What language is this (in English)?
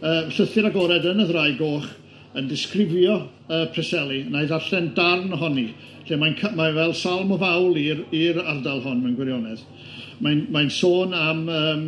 Welsh